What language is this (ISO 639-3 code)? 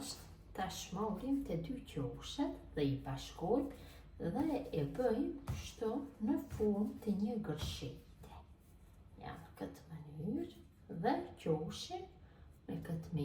sqi